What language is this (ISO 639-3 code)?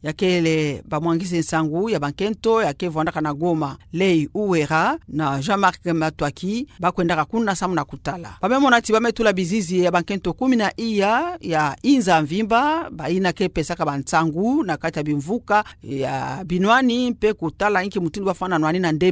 ktu